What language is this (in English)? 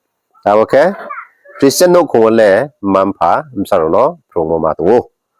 Riang (India)